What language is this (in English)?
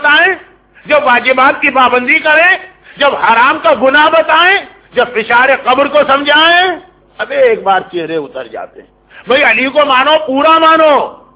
Urdu